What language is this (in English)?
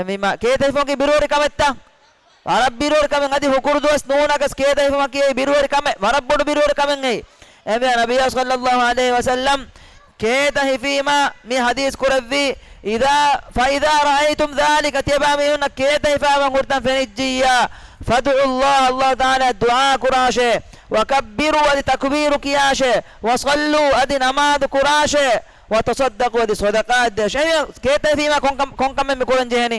Divehi